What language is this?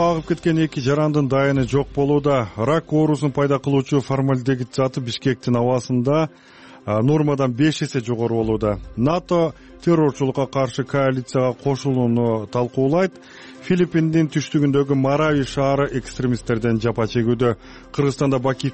Kyrgyz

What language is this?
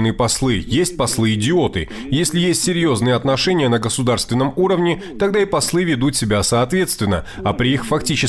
Russian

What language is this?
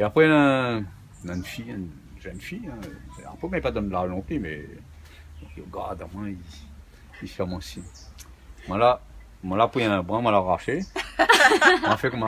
Réunion Creole French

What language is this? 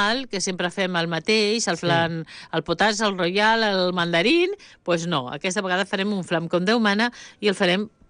Catalan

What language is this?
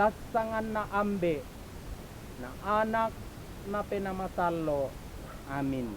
Toraja-Sa'dan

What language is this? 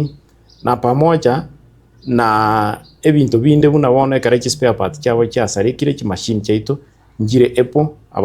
Gusii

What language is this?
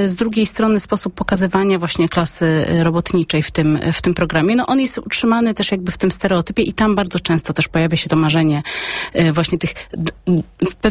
Polish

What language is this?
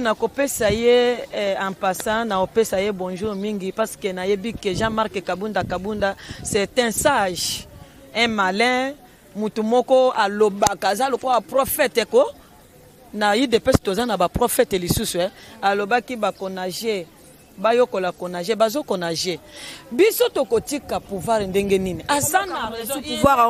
Lingala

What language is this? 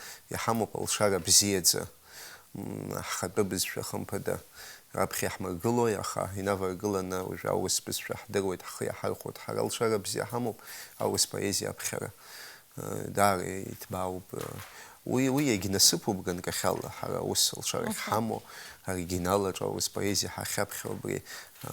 Abkhazian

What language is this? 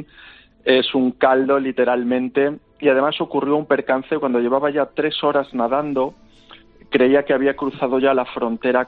Spanish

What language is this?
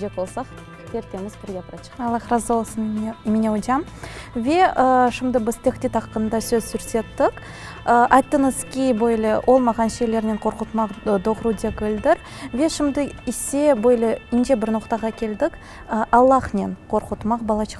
Crimean Tatar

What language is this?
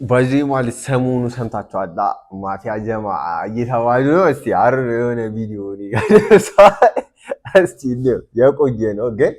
Amharic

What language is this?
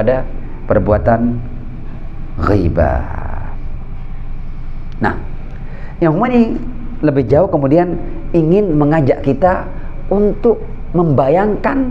Indonesian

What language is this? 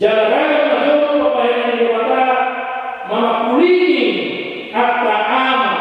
Batak Toba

